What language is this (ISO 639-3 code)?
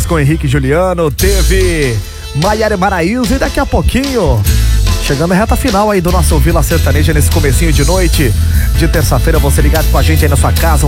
por